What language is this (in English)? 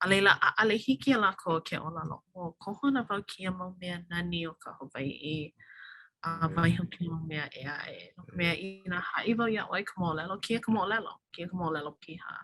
Hawaiian